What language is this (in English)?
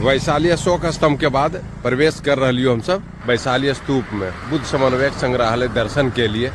Magahi